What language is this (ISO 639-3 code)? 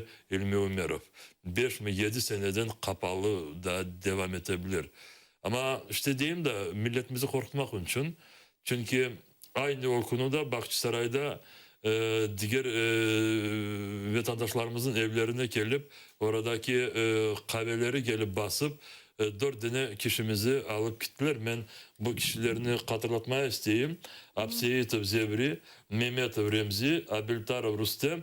crh